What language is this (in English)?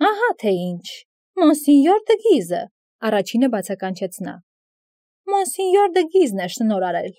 Armenian